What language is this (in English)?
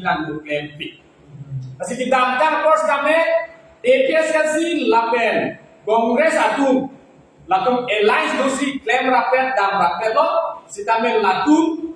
Karbi